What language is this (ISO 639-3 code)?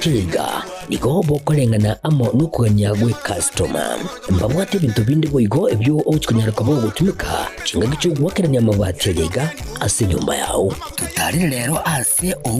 guz